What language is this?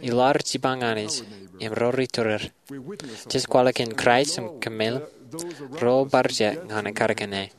Marshallese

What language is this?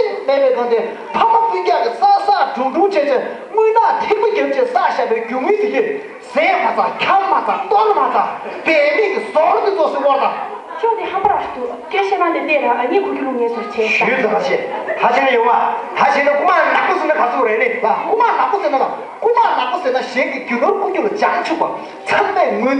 Tibetan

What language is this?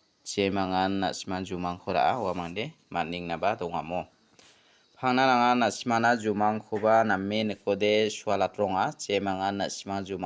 Garo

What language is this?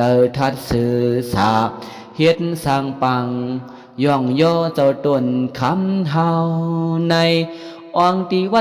Shan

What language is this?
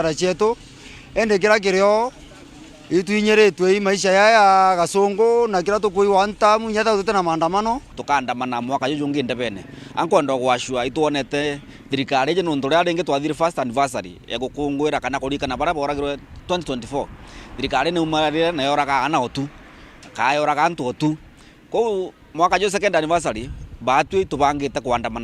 Meru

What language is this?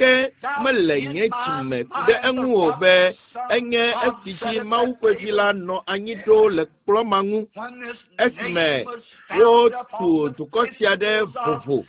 Ewe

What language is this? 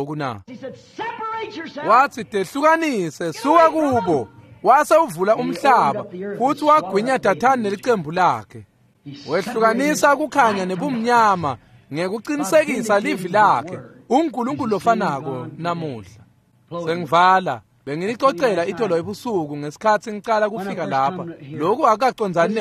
Swati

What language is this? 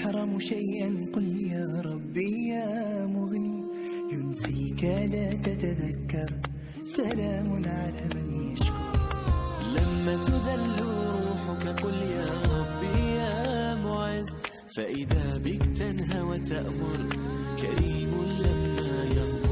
Arabic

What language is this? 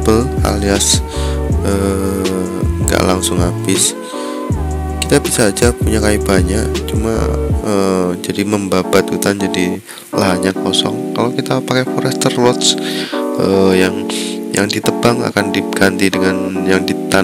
Indonesian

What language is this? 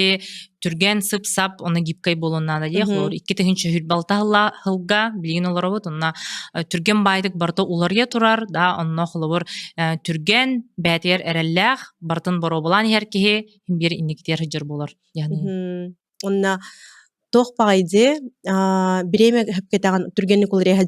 Yakut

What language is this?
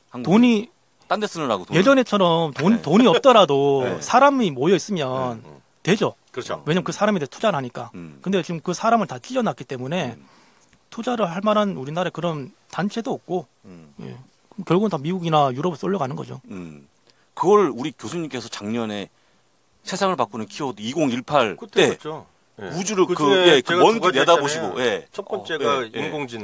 Korean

